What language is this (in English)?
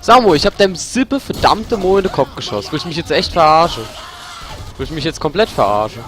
Palatine German